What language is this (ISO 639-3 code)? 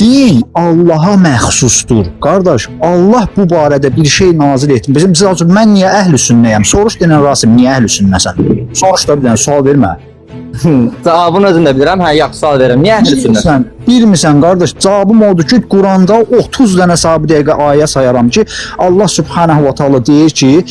aze